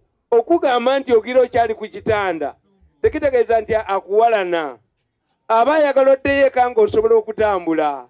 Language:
Ganda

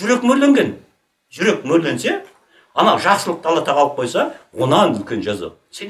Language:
Kazakh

